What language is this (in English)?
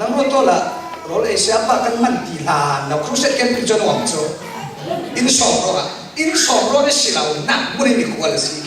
Falam Chin